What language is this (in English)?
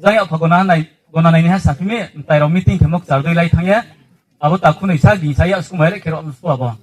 Riang (India)